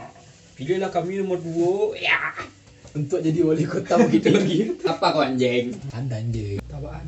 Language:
Minangkabau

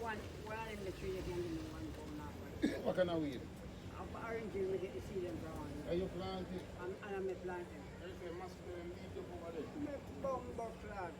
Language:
Jamaican Creole English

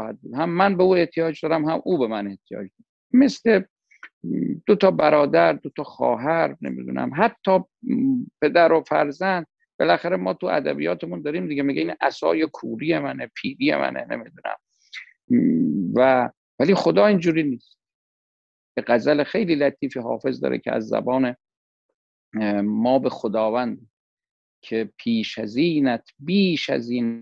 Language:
Persian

